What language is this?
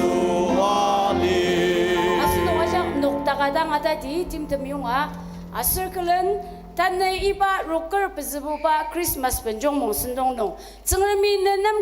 Ao Naga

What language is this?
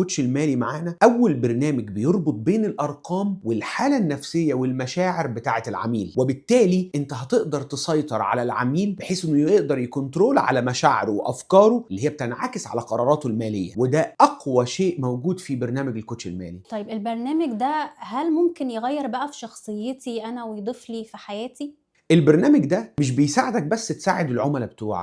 Egyptian Arabic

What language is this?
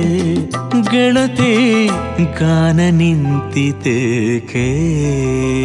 Kannada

